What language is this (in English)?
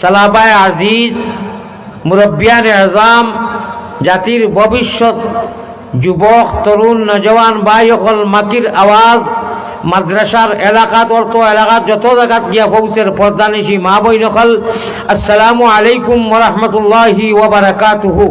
Sylheti